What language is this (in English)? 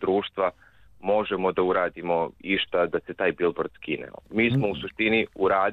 Serbian